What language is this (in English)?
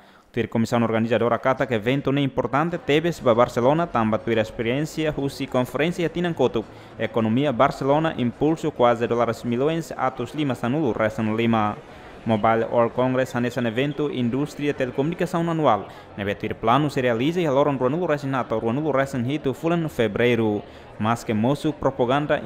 Tetum